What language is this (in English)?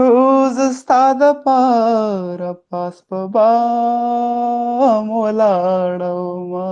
Pashto